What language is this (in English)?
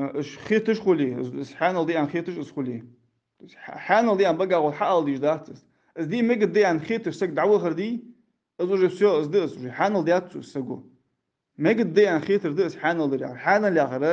Ingush